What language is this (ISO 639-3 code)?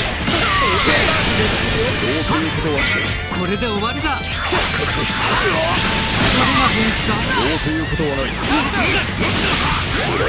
jpn